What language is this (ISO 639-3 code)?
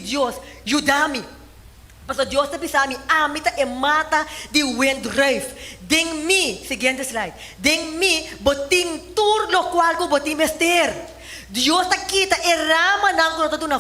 pap